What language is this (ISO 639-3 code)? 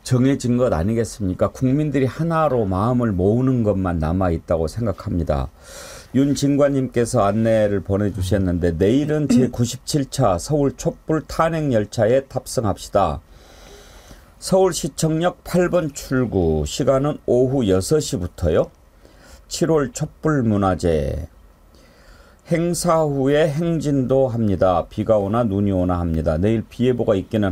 kor